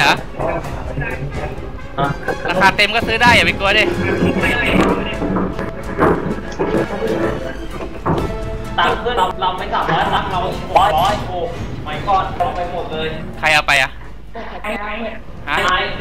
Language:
Thai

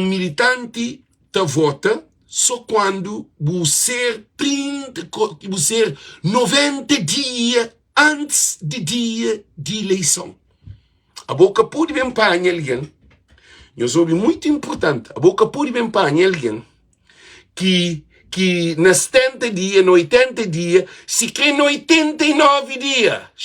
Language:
Kabuverdianu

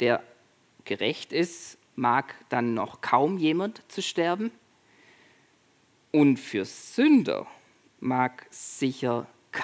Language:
German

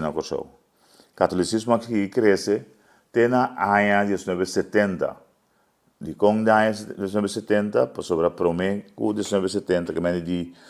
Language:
Papiamento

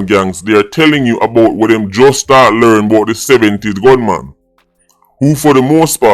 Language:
Jamaican Creole English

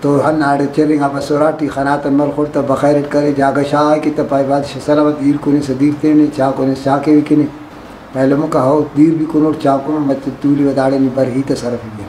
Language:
Brahui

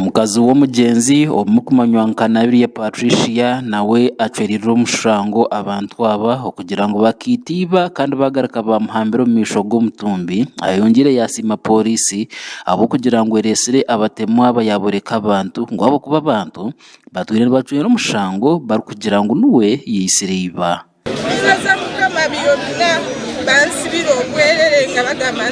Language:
Nyankole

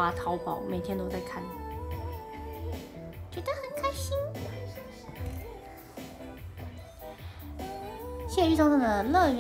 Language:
Chinese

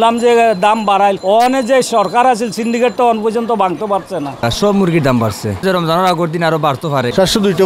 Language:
Sylheti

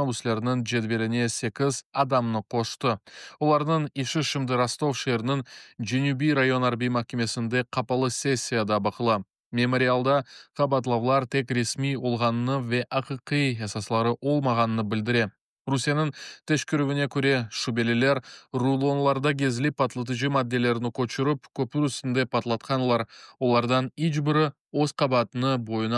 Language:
Crimean Tatar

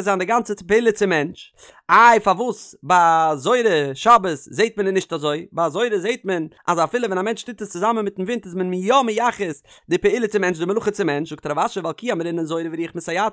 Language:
Yiddish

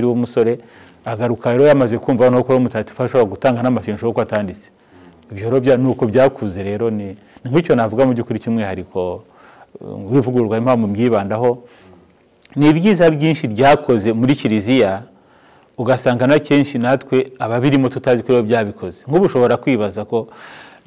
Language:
Kinyarwanda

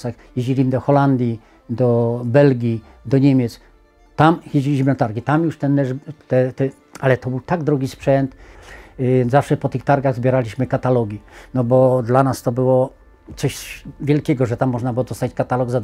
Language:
Polish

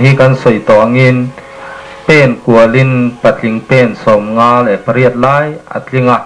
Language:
Mizo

